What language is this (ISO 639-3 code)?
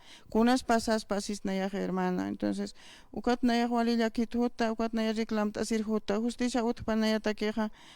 aym